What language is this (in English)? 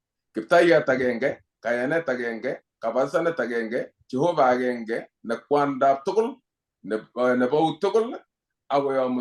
Kalenjin